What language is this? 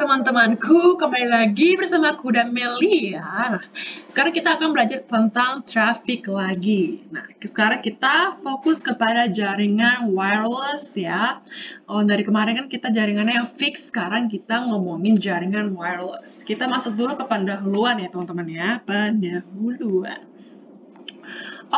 Indonesian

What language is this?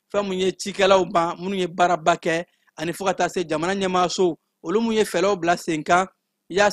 Bambara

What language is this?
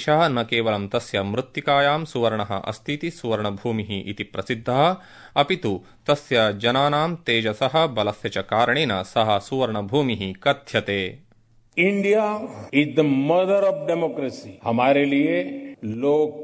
Sanskrit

